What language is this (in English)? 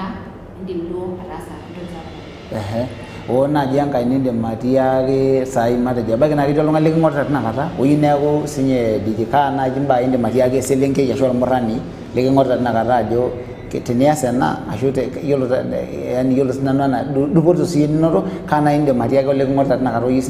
Masai